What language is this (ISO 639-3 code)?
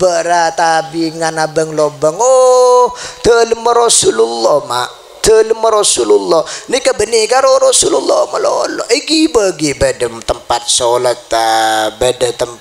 mad